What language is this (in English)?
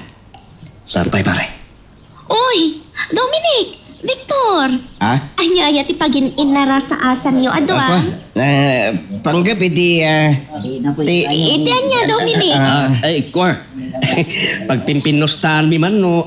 Iloko